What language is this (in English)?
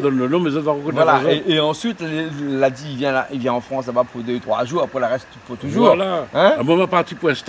Réunion Creole French